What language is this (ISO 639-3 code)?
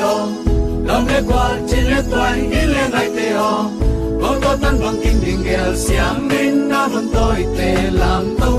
ctd